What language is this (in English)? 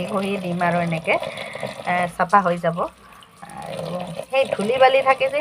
Assamese